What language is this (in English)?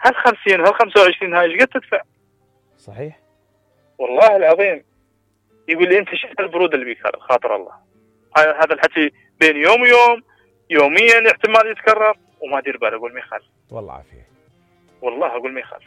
Mesopotamian Arabic